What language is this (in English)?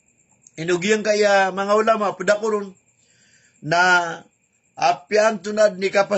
Maranao